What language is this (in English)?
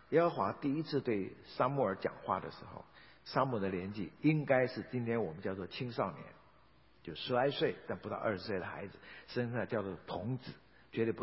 Chinese